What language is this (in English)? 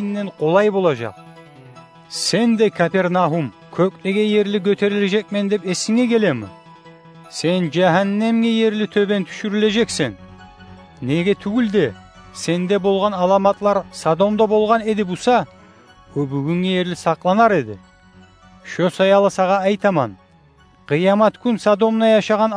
Kumyk